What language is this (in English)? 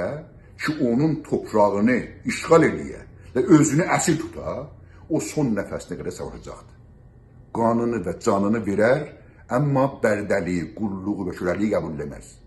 South Azerbaijani